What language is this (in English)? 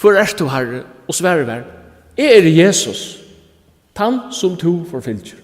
Faroese